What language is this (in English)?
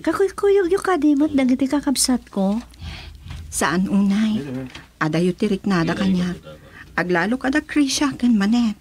Iloko